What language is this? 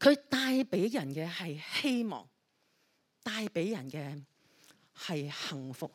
Cantonese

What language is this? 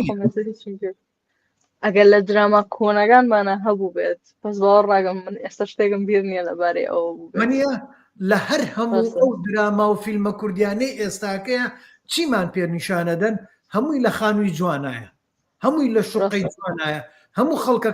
Central Kurdish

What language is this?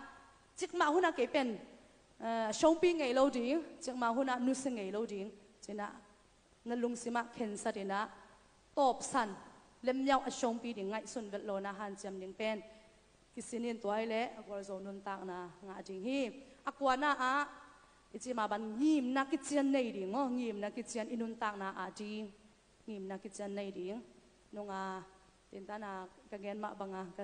Tedim Chin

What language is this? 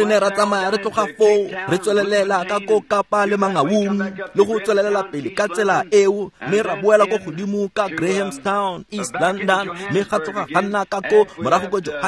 Tswana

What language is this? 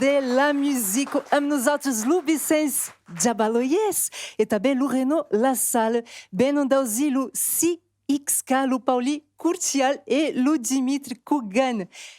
Occitan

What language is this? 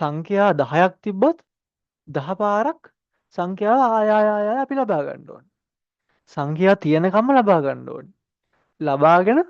Sinhala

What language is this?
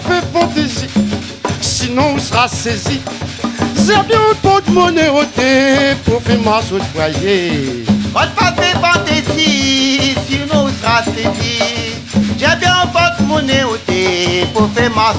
Réunion Creole French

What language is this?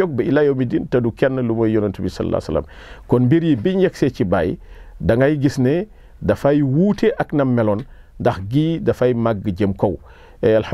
Wolof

